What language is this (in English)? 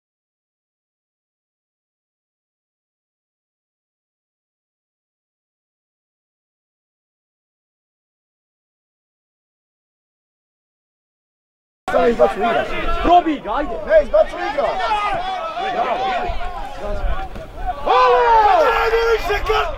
Croatian